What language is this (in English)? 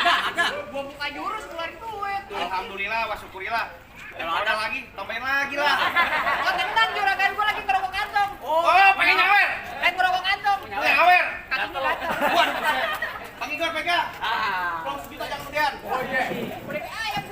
Betawi